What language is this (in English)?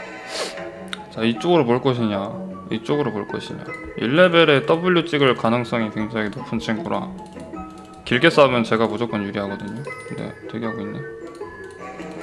Korean